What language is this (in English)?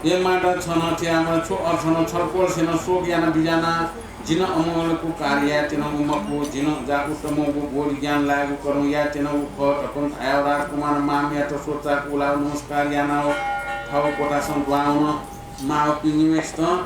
Newari